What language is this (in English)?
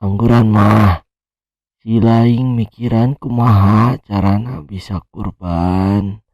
Sundanese